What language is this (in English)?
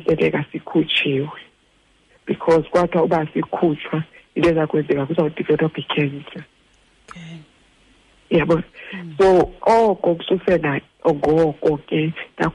Xhosa